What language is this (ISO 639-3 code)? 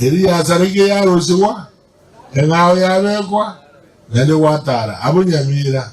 guz